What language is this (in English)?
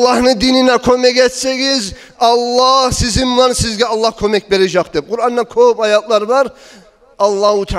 Kumyk